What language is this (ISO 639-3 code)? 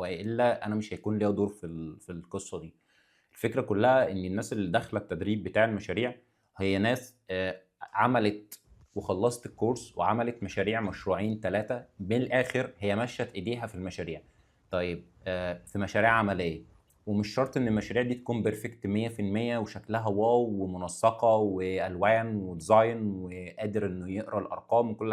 arz